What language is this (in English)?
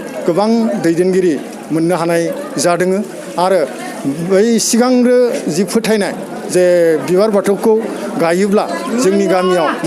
Bodo